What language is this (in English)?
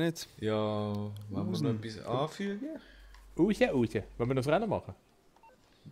Swiss German